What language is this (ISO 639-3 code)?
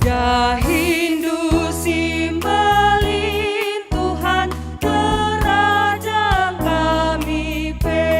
btx